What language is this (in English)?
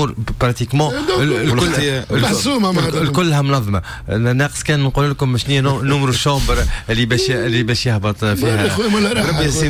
Tunisian Arabic